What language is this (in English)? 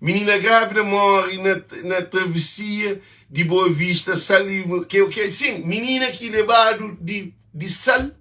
Kabuverdianu